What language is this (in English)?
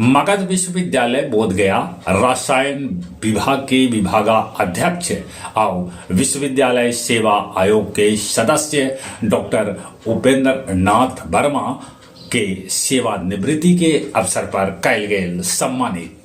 Magahi